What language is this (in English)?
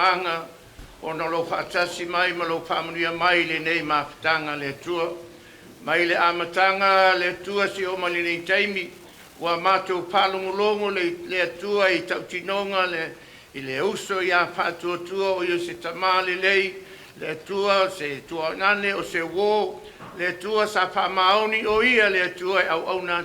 Samoan